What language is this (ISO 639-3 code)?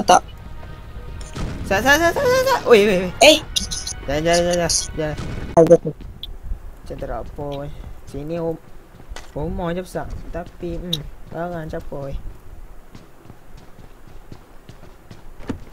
msa